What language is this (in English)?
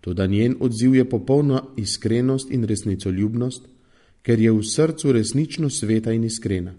Slovenian